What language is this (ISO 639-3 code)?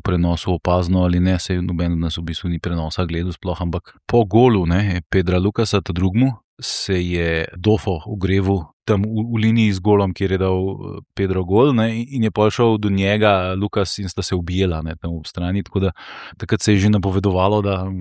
slv